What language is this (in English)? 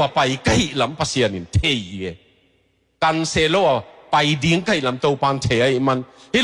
Tedim Chin